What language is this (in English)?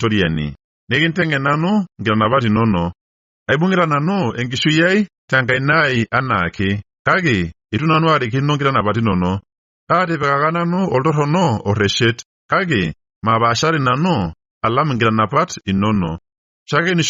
Masai